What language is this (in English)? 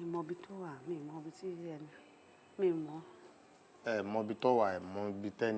Yoruba